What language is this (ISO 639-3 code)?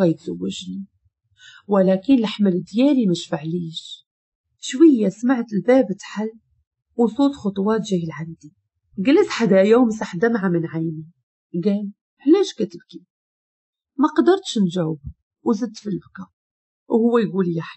ary